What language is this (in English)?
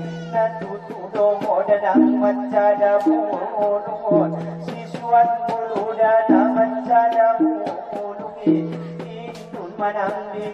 Batak Angkola